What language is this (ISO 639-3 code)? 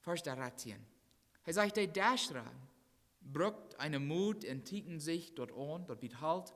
pdt